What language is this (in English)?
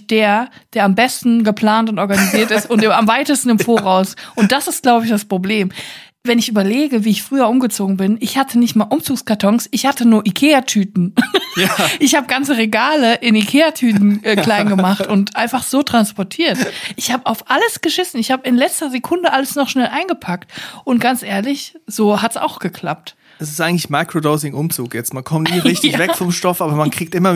German